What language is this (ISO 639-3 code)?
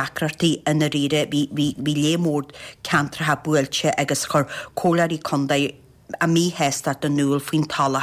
gle